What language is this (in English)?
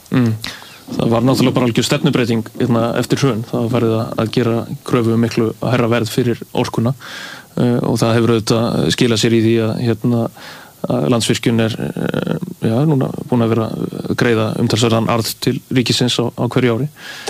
Icelandic